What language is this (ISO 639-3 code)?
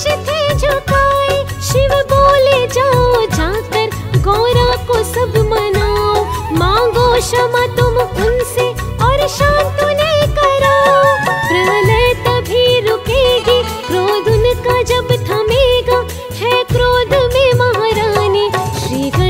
hin